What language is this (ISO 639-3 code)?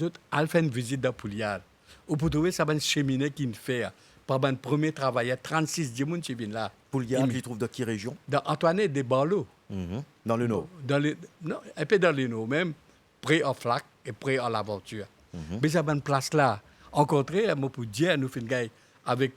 mfe